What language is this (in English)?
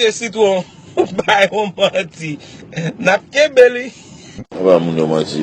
Haitian Creole